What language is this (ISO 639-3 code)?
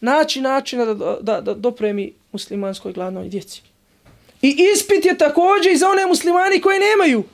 bos